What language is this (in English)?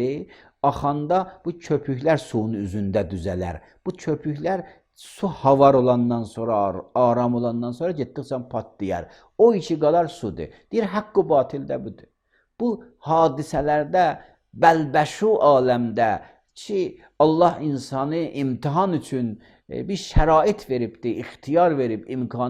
Azerbaijani